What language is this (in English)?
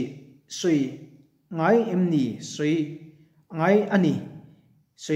Mizo